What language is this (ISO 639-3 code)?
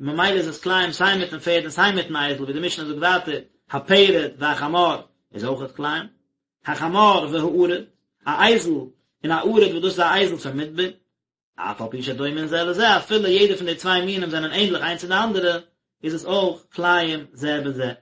yid